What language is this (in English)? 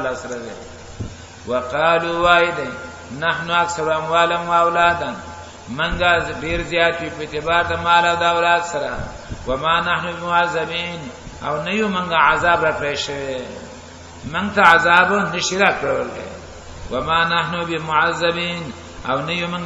Pashto